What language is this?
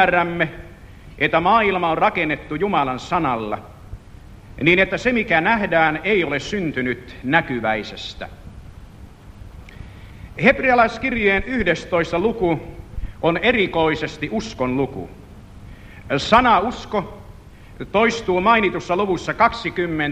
Finnish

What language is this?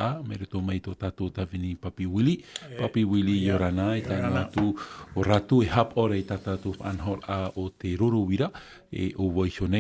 Tahitian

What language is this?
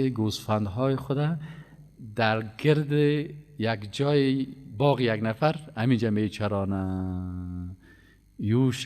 Persian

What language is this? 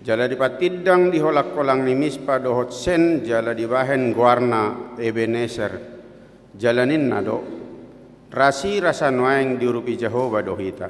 Batak Toba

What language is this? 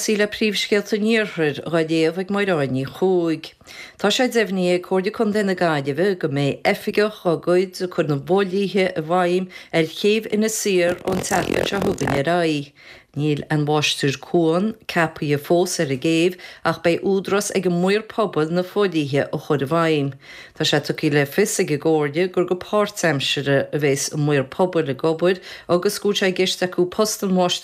Irish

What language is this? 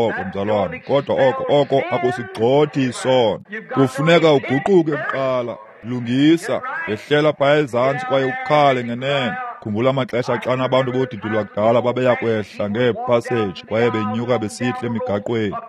Xhosa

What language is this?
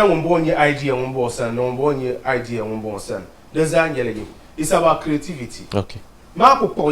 Dagbani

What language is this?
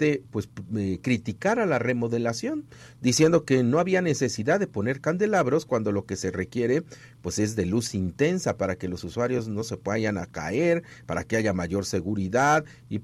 Spanish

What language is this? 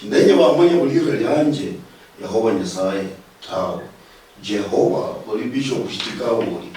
Luyia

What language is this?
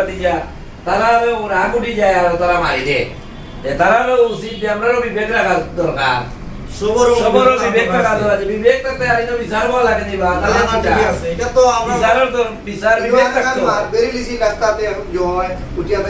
Sylheti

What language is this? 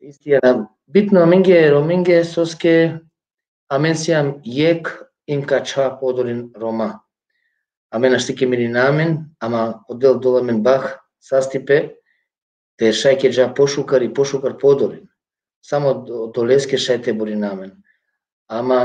Balkan Romani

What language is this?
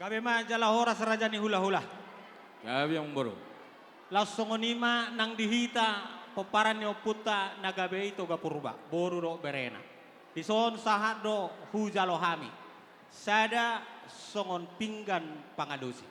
Batak Toba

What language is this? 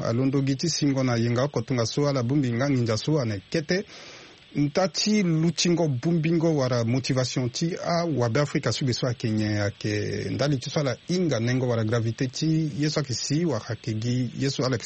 Sango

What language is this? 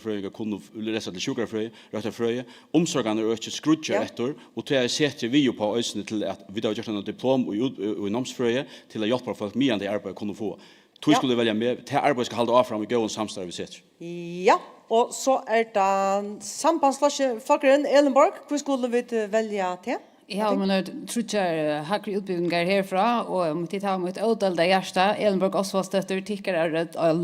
Faroese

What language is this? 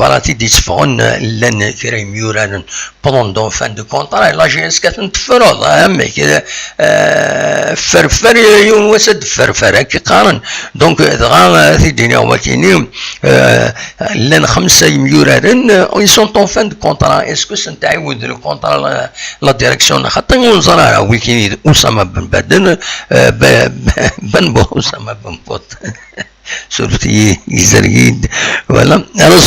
Kabyle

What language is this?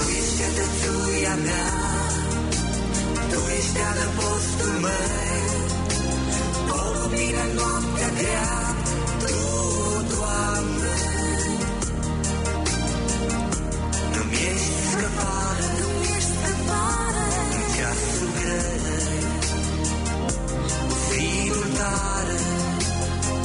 Romanian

